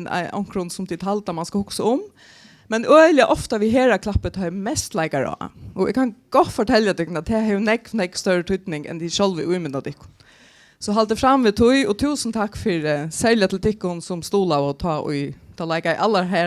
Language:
Faroese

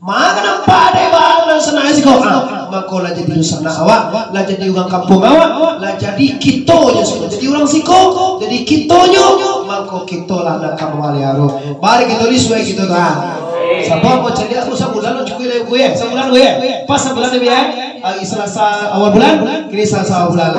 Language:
Minangkabau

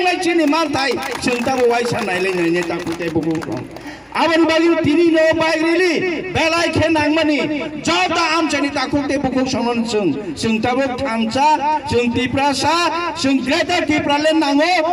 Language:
Kok Borok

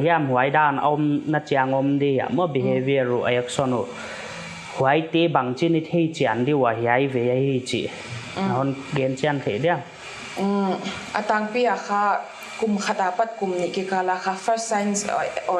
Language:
Paite Chin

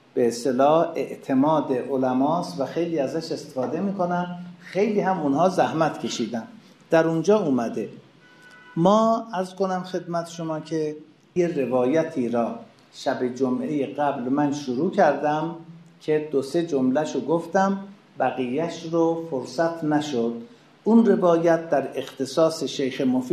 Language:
Persian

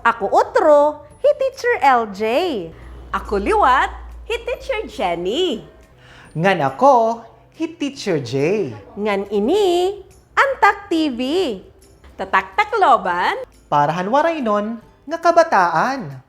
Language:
Waray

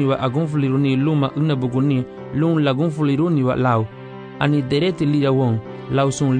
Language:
Garifuna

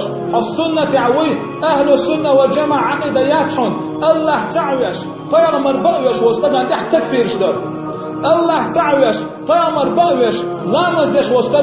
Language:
Chechen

